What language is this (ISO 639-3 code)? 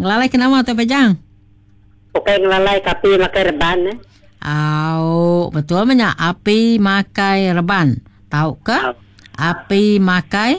iba